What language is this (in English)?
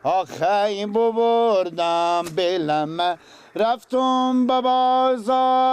Persian